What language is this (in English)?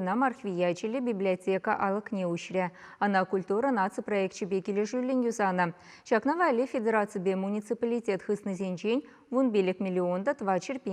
Chuvash